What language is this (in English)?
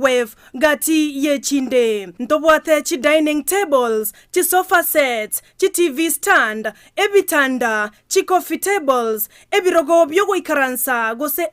Gusii